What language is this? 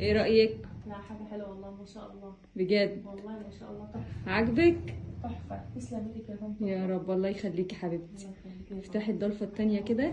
Egyptian Arabic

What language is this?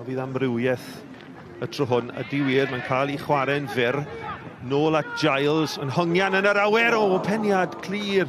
Welsh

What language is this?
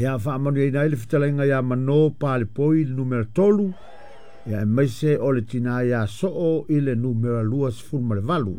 Samoan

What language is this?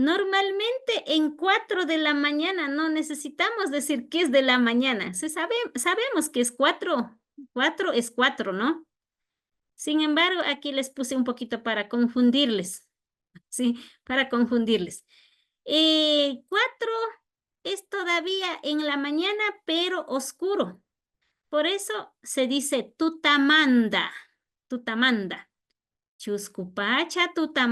Imbabura Highland Quichua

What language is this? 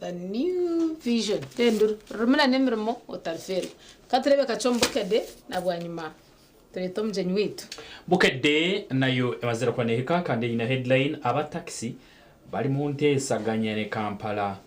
Nyankole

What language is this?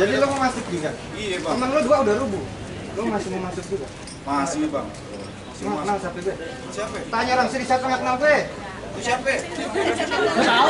Betawi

